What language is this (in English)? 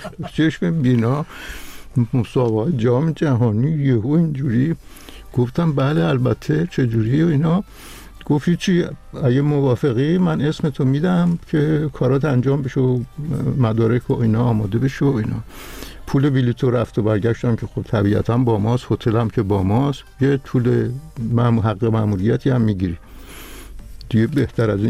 Persian